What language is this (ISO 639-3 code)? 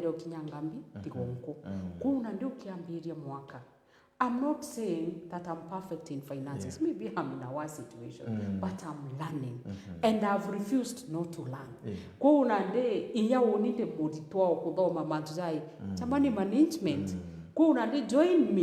mer